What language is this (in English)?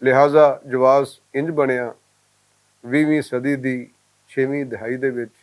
Western Panjabi